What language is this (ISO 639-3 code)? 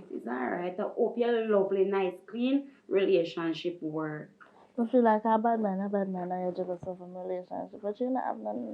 jam